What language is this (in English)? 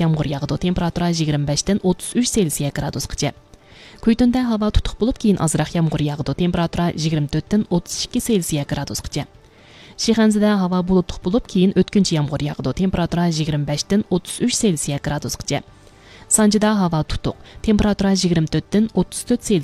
Uyghur